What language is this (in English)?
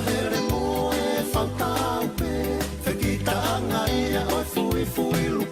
Tongan